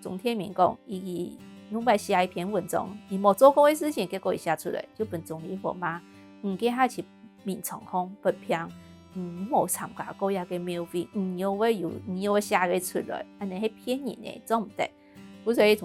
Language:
Hakka Chinese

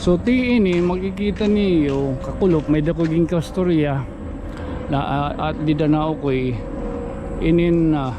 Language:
Waray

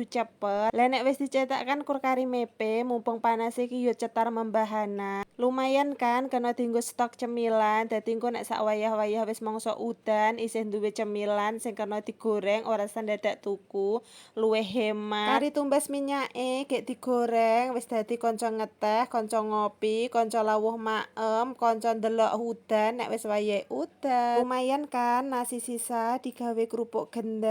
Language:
Javanese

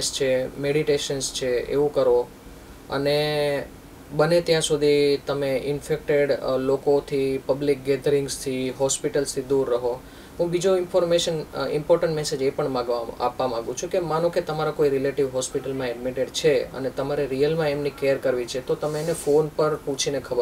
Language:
Gujarati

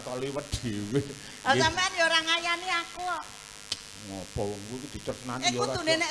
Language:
Javanese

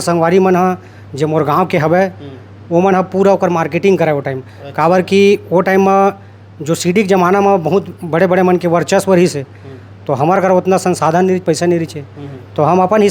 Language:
Chhattisgarhi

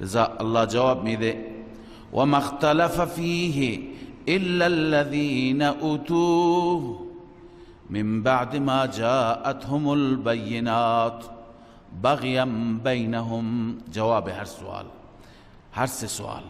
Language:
Persian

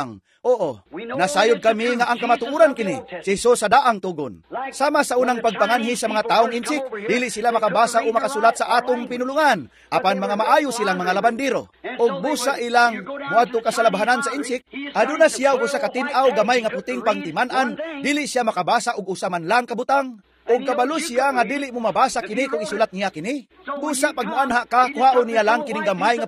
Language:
Cebuano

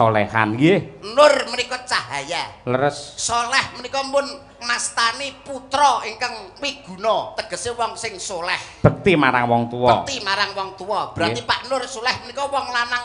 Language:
Javanese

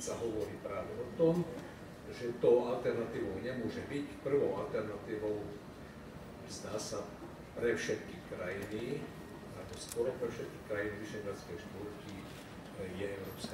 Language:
Slovak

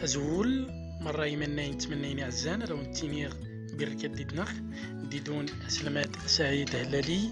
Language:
Central Atlas Tamazight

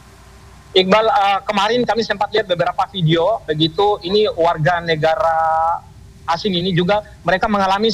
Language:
Indonesian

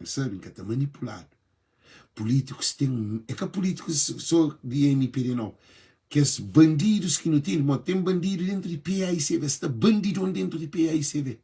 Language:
Kabuverdianu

